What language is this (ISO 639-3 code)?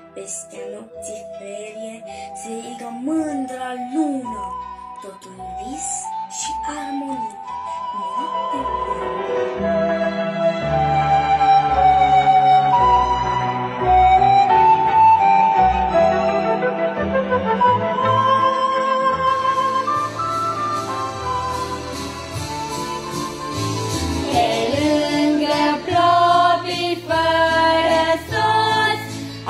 ron